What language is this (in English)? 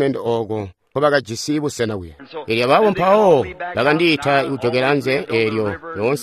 Tonga (Zambia)